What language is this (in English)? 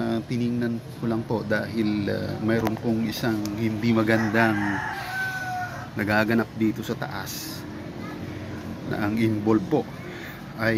Filipino